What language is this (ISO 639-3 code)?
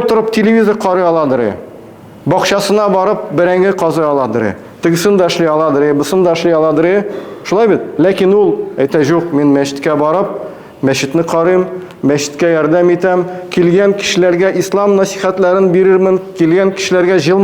tat